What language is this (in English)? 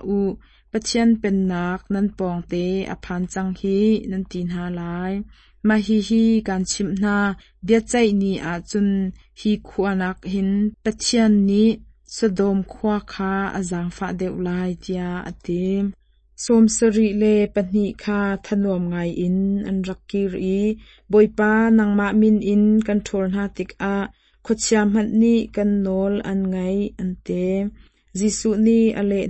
Hakha Chin